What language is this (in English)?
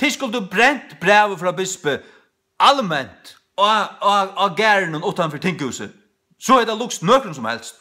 Faroese